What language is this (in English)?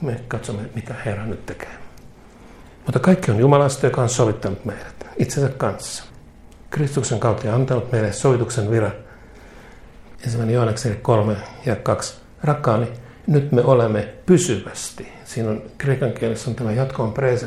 Finnish